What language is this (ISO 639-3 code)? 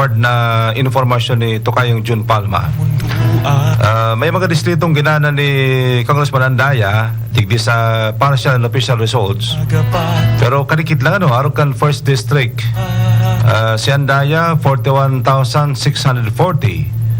bik